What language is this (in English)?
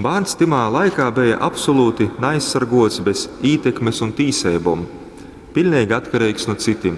Latgalian